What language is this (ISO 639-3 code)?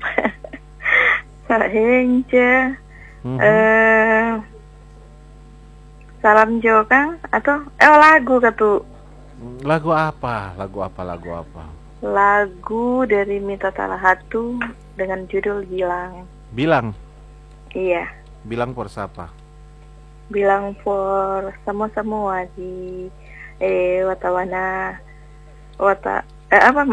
ind